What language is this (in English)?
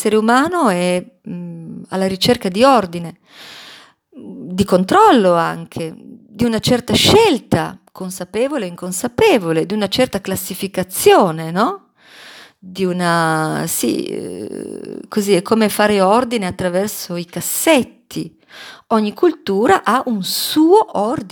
Italian